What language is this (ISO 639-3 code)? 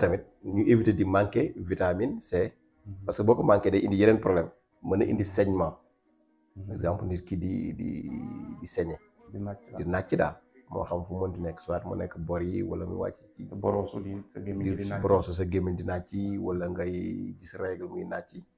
wol